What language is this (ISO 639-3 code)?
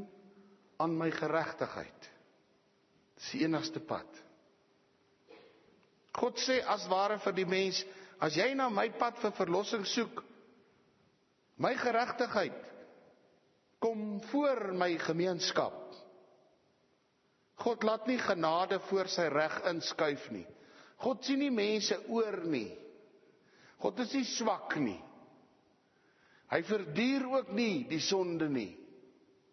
afr